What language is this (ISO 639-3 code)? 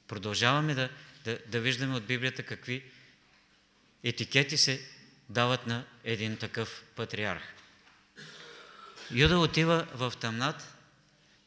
bul